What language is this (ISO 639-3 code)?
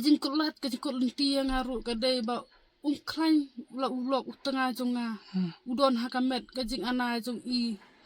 kha